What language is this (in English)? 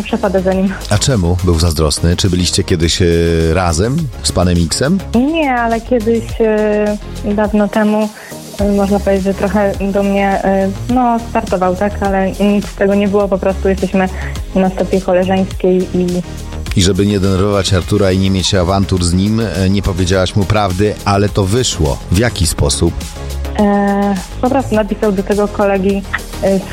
Polish